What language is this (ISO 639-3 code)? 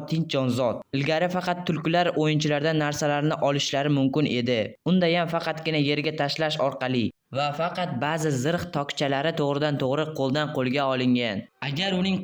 uzb